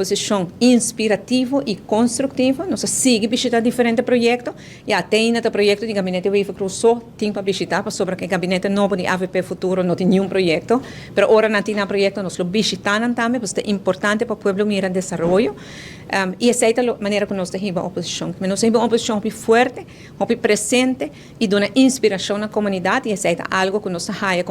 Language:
Papiamento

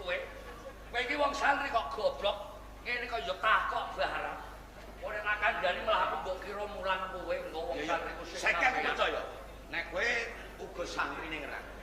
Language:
Javanese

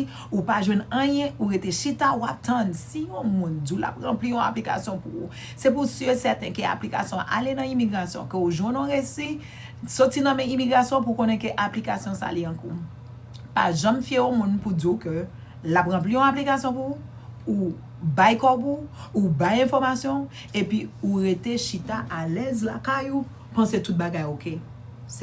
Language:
Haitian Creole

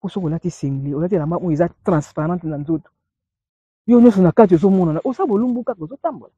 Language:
Lingala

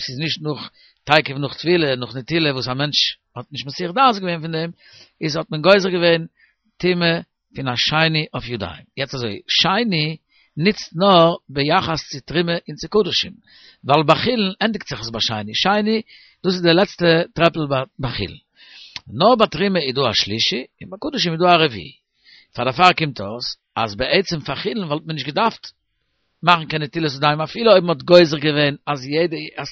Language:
Yiddish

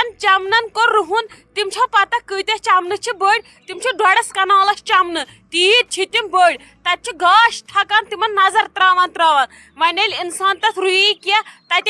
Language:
Kashmiri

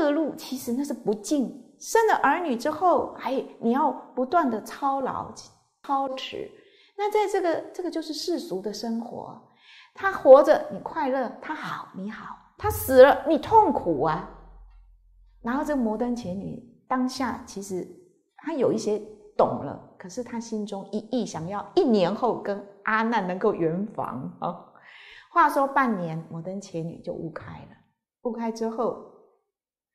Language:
Chinese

